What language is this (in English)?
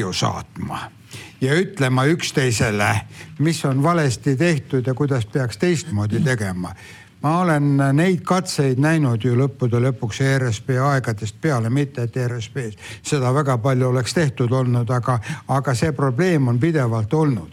Estonian